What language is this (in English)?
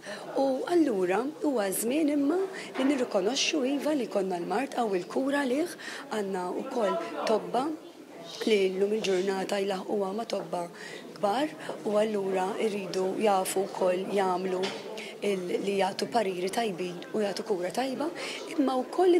Maltese